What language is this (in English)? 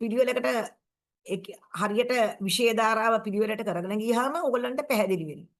Sinhala